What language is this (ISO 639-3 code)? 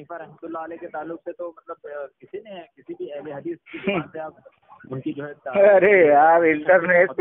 urd